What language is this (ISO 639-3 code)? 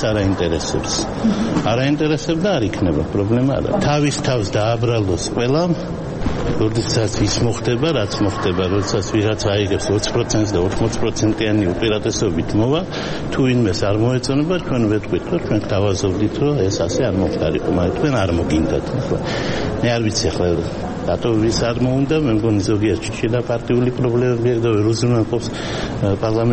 kat